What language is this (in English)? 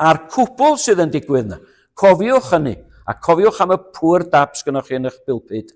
Welsh